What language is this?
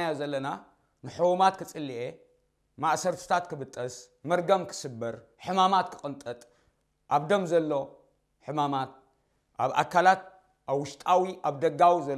Tigrinya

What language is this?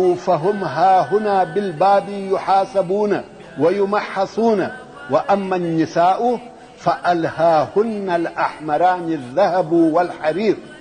Pashto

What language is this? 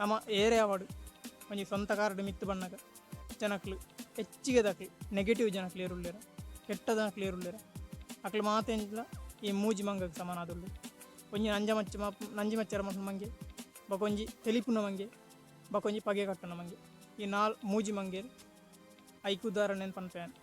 Tulu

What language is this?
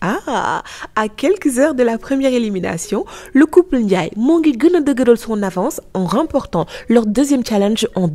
Wolof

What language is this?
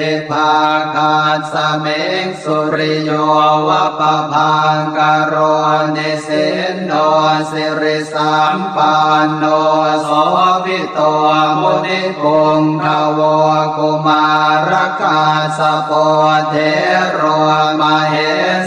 Pali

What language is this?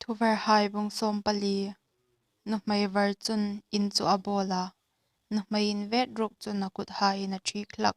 Hmar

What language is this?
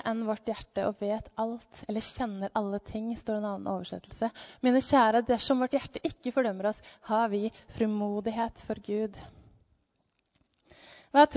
Norwegian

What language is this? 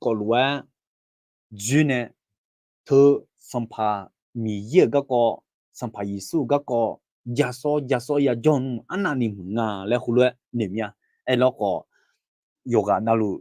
Akha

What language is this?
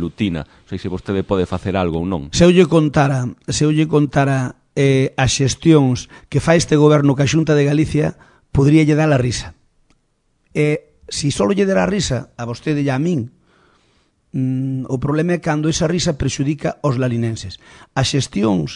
Galician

